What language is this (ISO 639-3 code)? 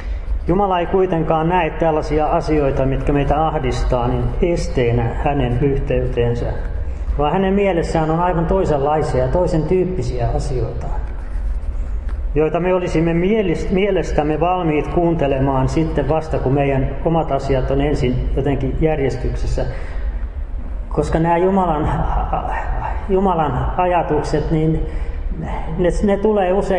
fin